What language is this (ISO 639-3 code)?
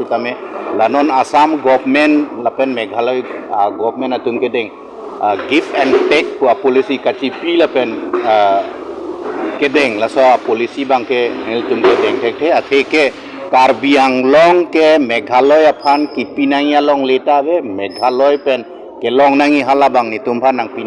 mjw